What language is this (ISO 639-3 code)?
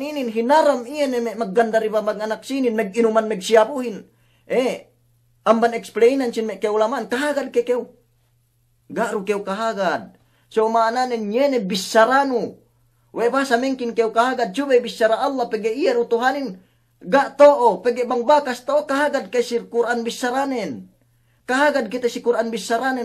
yka